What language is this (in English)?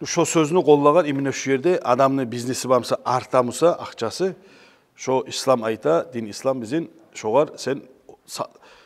Kumyk